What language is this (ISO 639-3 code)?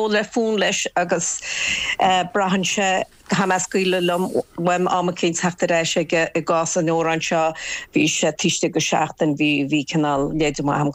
gle